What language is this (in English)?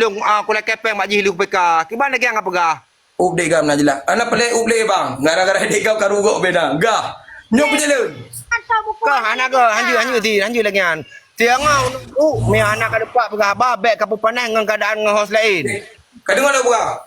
Achinese